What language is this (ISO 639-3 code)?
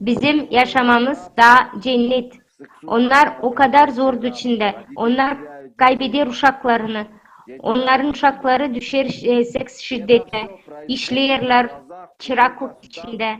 gag